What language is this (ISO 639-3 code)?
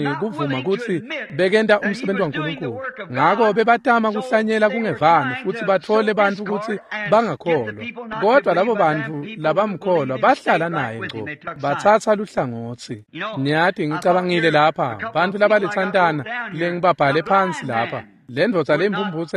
ssw